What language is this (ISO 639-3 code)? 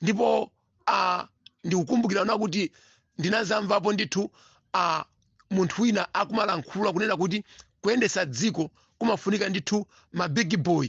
nya